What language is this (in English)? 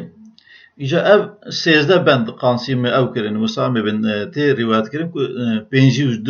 Kurdish